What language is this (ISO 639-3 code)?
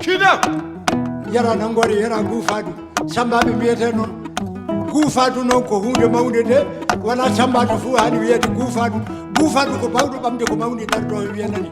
ffm